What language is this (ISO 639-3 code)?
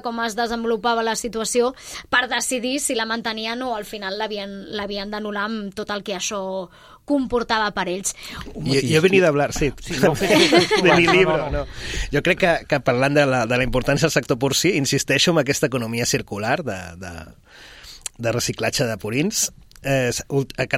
cat